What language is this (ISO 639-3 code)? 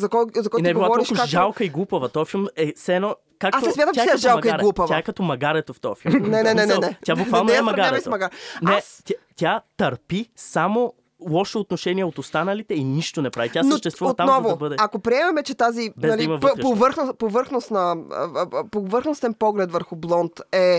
bul